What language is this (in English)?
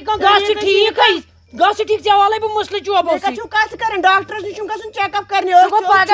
Kashmiri